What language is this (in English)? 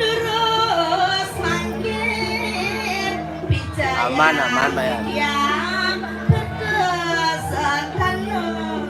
Balinese